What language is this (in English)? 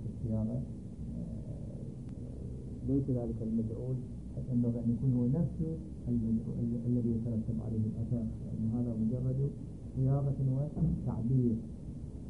Arabic